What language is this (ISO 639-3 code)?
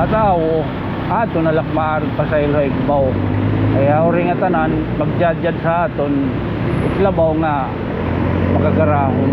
war